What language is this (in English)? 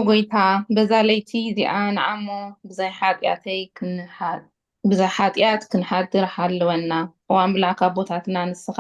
Tigrinya